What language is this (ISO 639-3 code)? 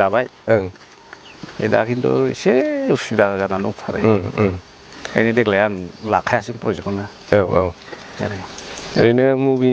brx